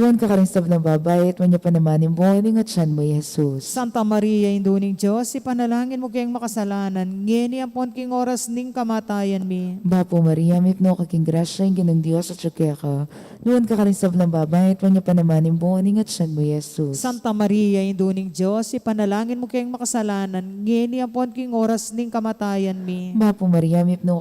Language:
Pampanga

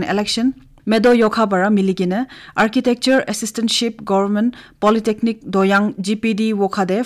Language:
Naga Pidgin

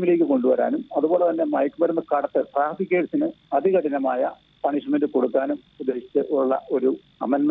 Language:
Malayalam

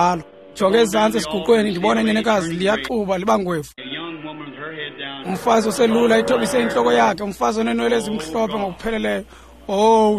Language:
Xhosa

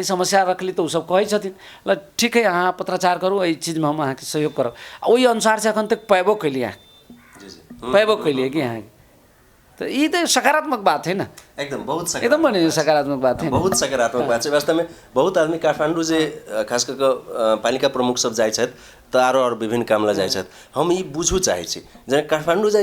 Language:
Maithili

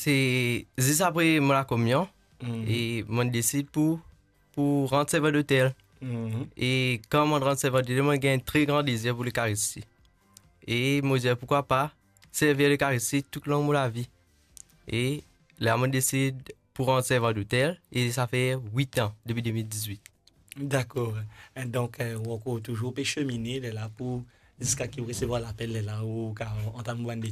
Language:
Morisyen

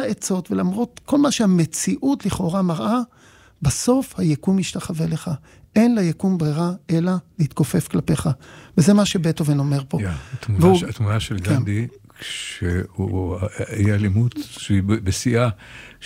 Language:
Hebrew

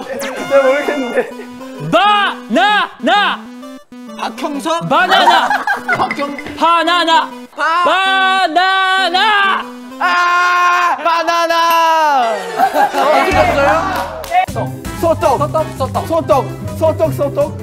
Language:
Korean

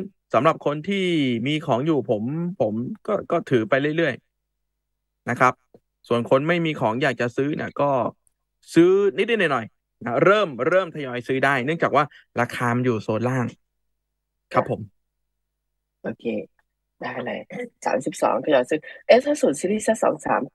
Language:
Thai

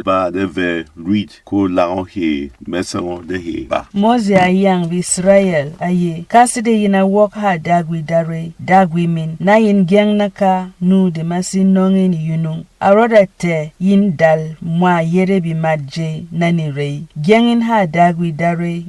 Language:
Berom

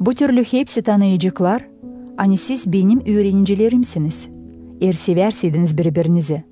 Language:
Gagauz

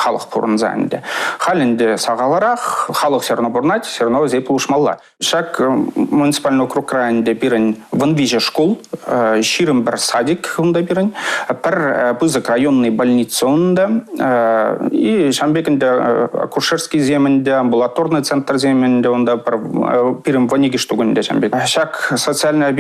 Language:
Chuvash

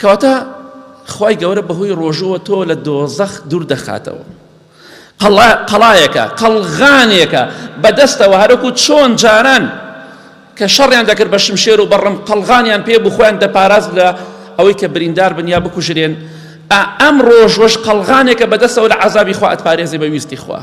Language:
Central Kurdish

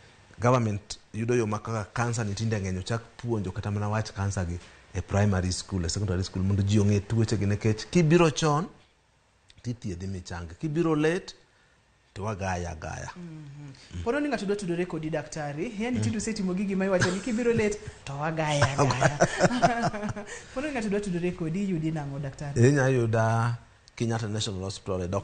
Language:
Luo (Kenya and Tanzania)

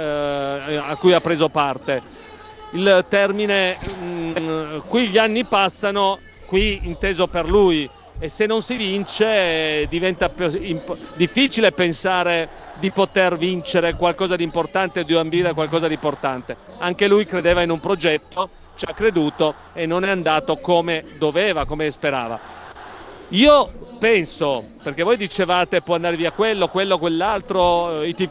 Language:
Italian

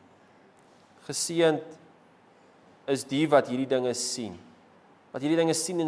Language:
Afrikaans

